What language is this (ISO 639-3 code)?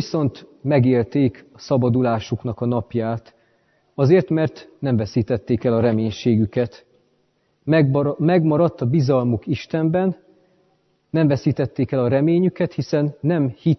hun